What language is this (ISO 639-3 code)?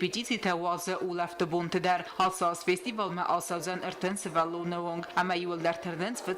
oss